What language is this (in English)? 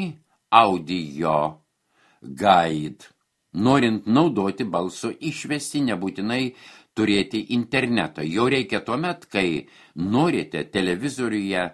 Lithuanian